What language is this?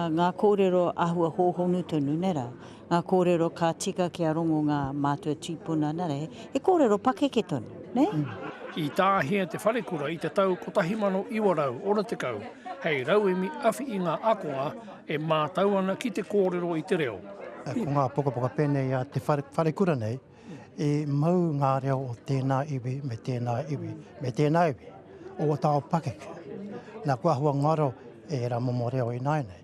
Māori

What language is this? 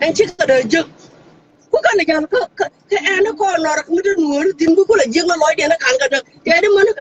Nuer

